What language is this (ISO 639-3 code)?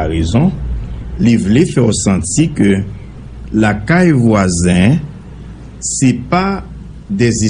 hat